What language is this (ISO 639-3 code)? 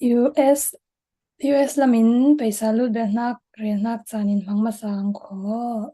cfm